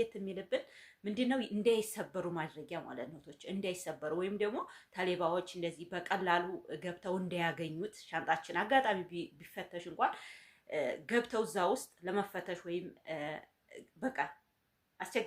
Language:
Amharic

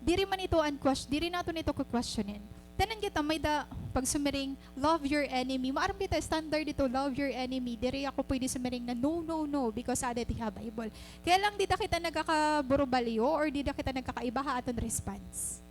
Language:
Waray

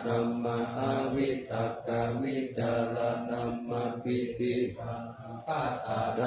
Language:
Pali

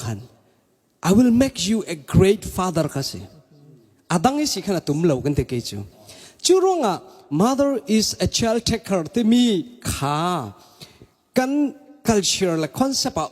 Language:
Falam Chin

